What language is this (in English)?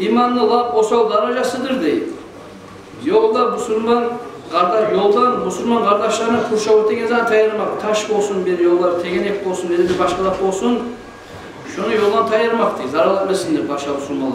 Kumyk